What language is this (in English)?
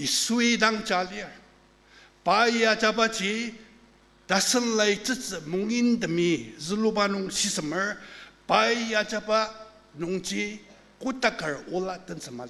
Ao Naga